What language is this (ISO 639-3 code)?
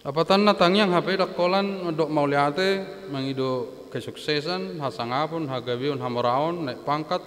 bbc